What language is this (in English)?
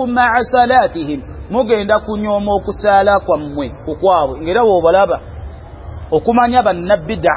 Ganda